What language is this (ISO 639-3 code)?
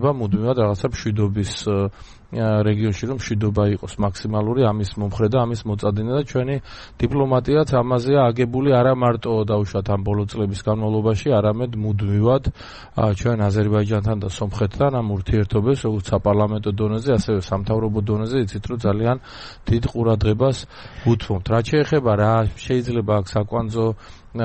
kat